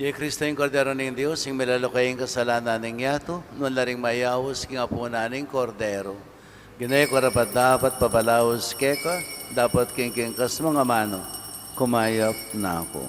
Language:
Pampanga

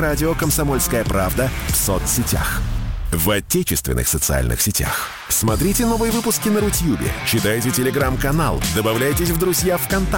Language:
Russian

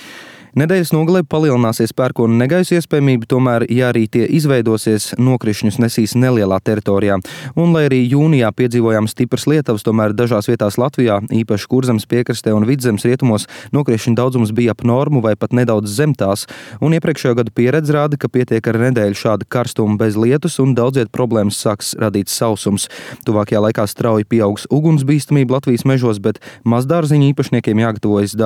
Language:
Latvian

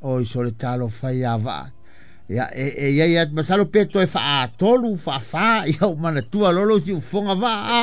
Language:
Samoan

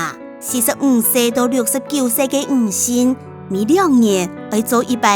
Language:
Hakka Chinese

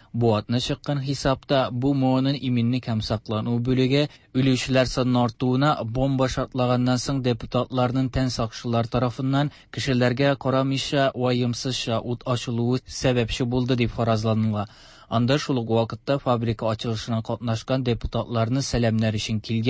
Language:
Tatar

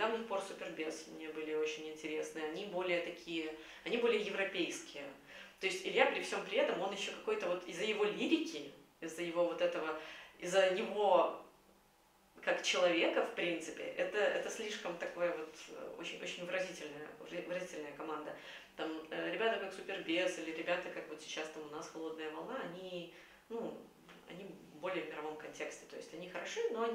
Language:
Russian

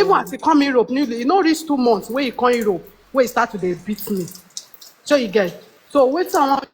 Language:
Nigerian Pidgin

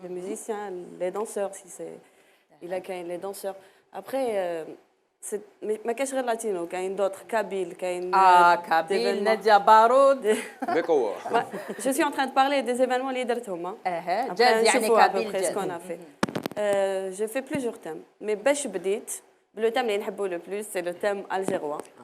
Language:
Algerian Arabic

